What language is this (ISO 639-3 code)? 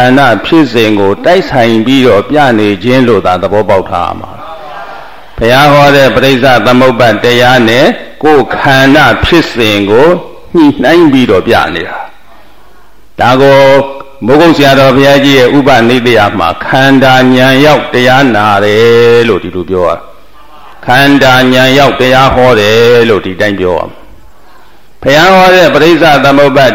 mya